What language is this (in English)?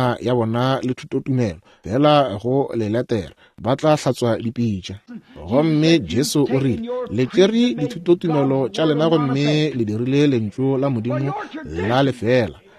Northern Sotho